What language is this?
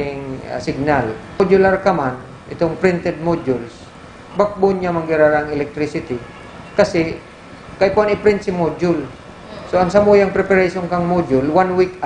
Bikol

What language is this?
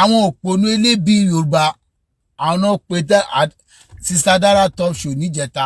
Yoruba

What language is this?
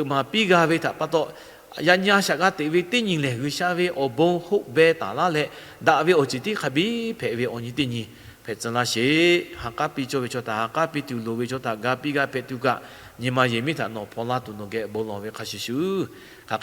Lahu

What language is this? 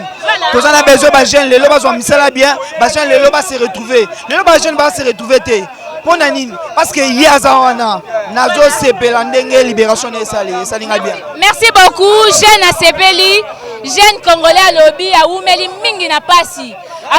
Lingala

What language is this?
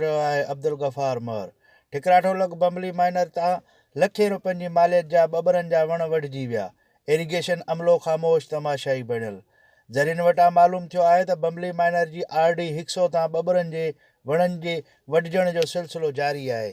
Sindhi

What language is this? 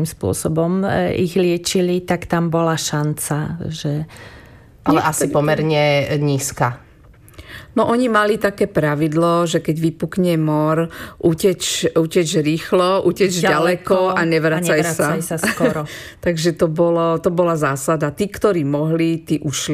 Slovak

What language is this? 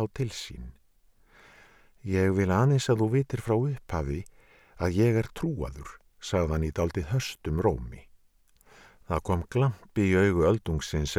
Icelandic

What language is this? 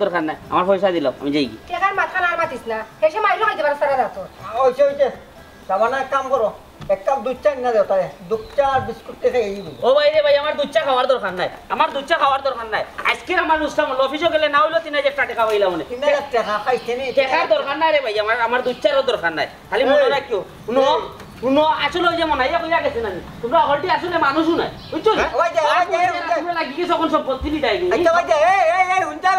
Sylheti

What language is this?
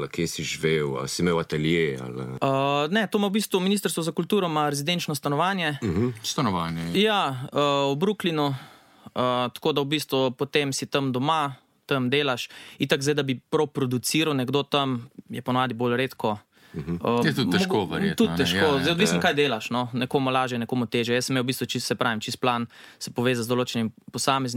Slovenian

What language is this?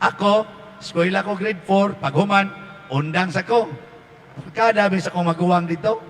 Cebuano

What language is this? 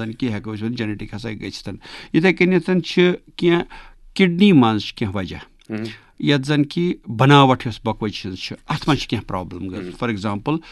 Kashmiri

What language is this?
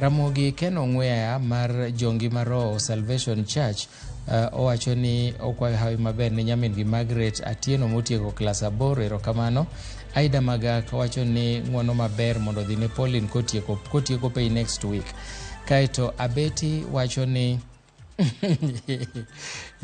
Luo (Kenya and Tanzania)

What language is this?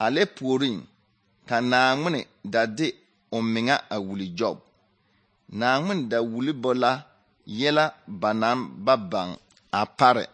Southern Dagaare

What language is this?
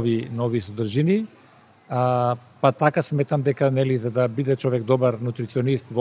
Macedonian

